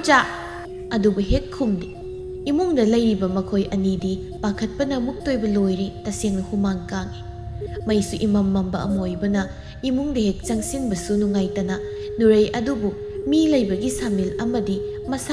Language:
Manipuri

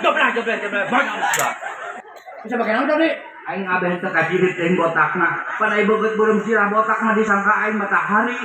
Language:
Sundanese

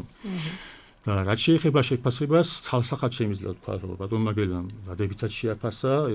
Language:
Georgian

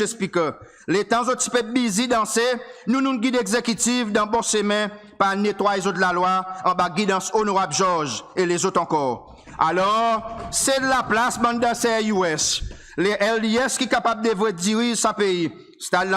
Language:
Seselwa Creole French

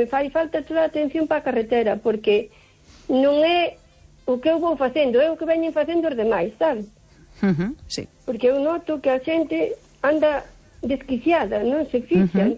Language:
Galician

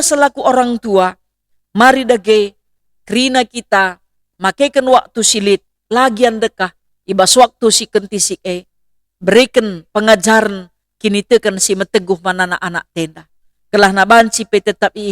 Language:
Batak Karo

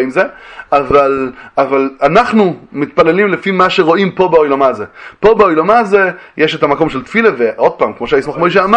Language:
Hebrew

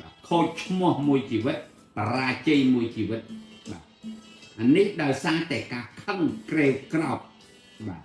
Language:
Khmer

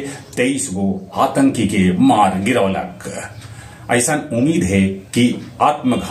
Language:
Magahi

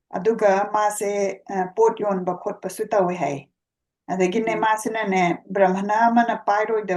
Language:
Manipuri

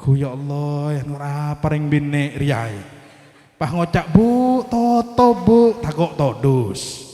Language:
Madurese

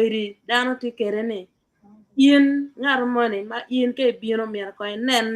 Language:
Acoli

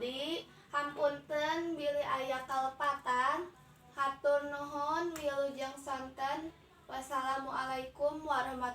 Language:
Sundanese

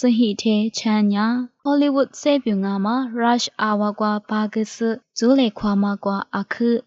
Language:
Lisu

